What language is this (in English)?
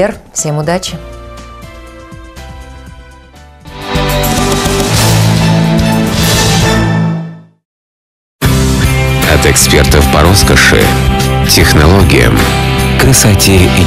Russian